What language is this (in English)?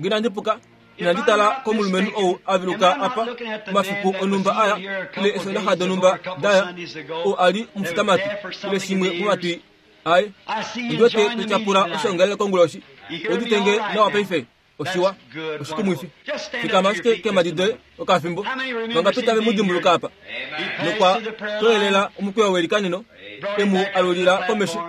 Kuanyama